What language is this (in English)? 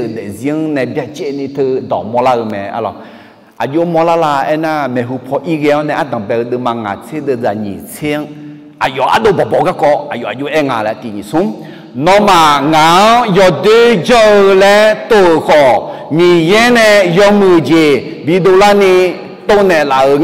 Akha